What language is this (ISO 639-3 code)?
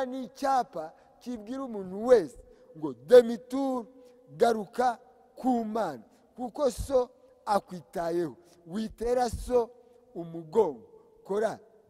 kin